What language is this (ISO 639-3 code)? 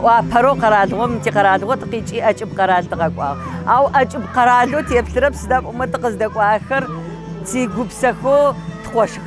kbd